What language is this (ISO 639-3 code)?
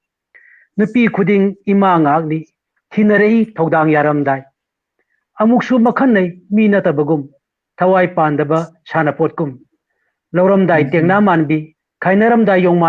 mni